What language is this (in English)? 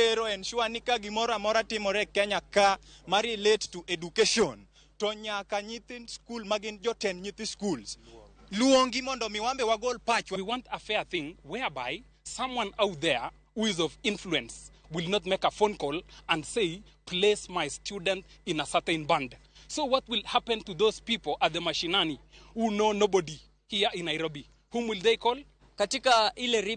Luo (Kenya and Tanzania)